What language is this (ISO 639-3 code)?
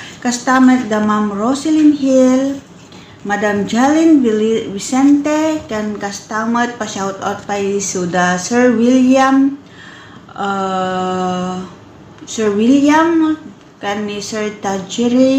ilo